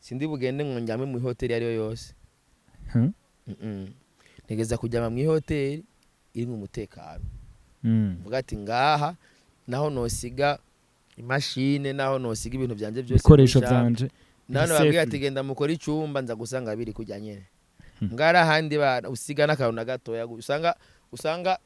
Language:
Rundi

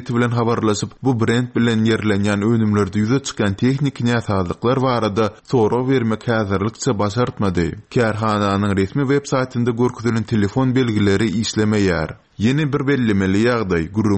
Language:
Turkmen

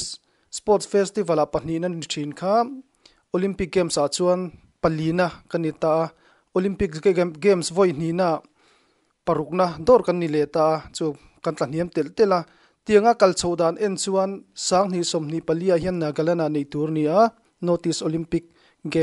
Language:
Mizo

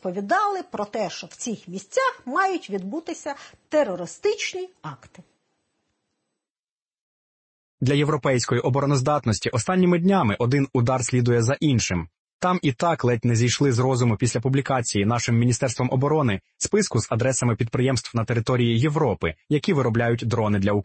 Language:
Ukrainian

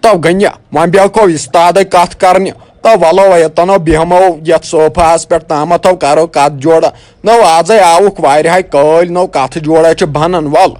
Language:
Kashmiri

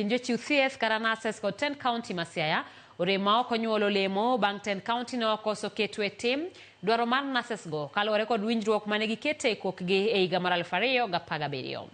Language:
Luo (Kenya and Tanzania)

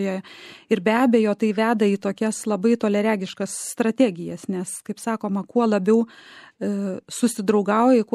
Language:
Lithuanian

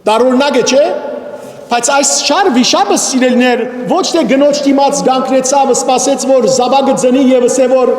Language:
Western Armenian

